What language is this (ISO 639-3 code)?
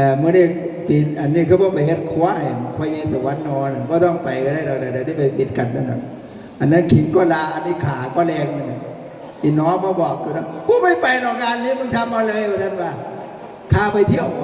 tts